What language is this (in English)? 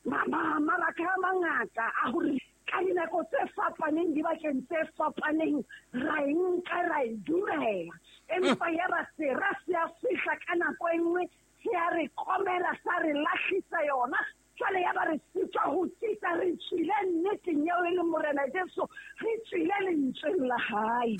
Southern Sotho